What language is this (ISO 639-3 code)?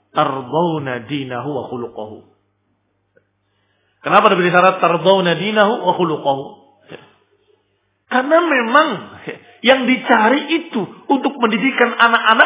ind